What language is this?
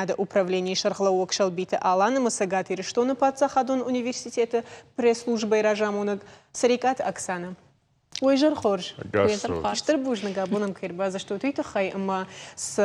Ossetic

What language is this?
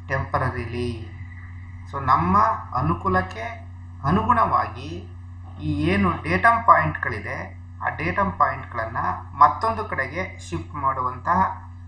Kannada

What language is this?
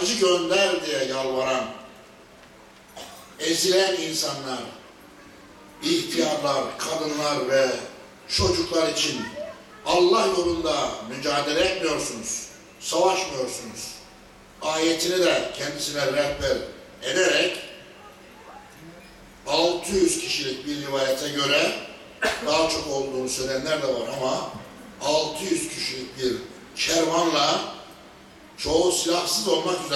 Turkish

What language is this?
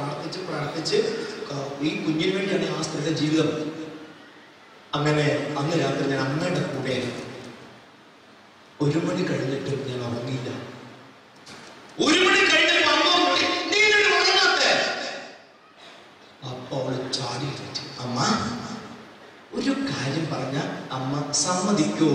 Malayalam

